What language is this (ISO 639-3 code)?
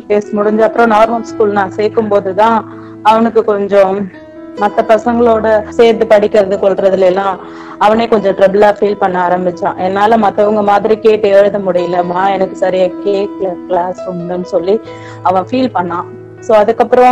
tam